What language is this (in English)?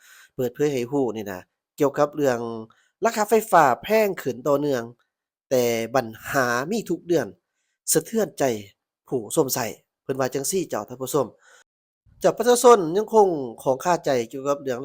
Lao